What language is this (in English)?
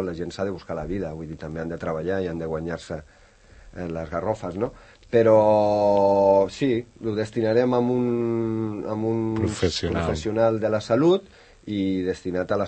Catalan